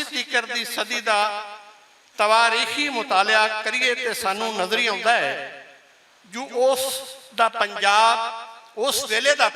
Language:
Western Panjabi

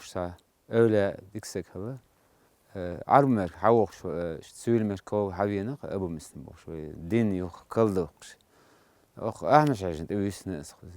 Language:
Chechen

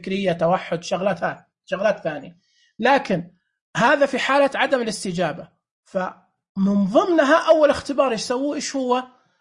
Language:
Najdi Arabic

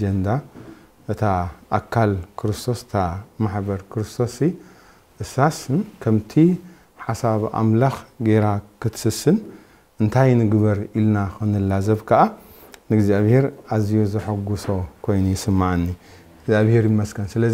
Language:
Tigrinya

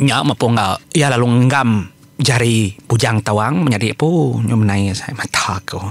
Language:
Iban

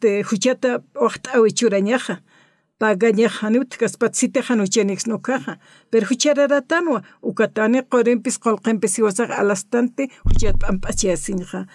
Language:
Aymara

